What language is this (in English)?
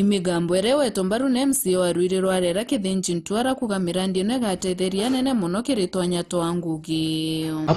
Meru